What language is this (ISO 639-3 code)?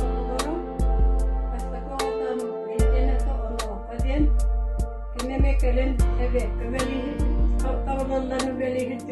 sah